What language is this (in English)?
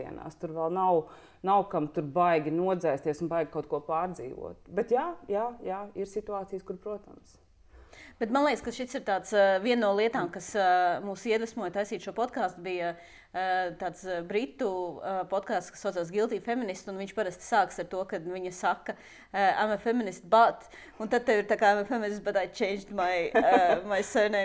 Latvian